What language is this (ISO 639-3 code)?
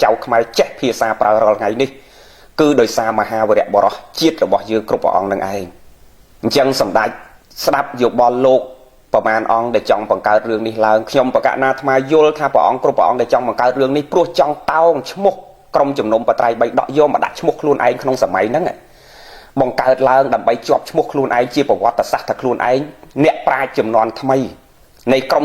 khm